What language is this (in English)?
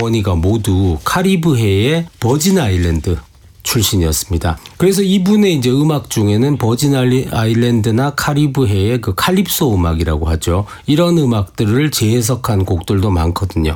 Korean